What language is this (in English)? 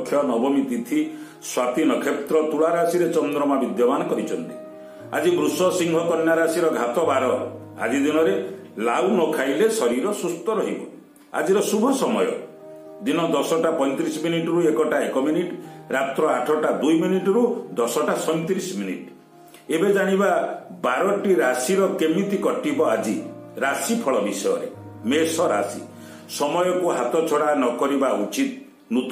Odia